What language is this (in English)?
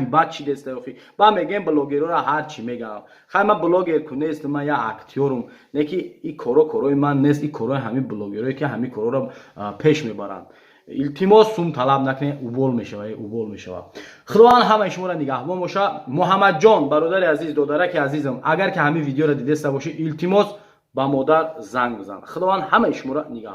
Tajik